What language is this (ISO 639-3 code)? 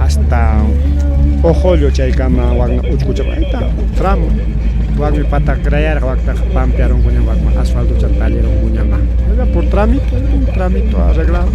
quy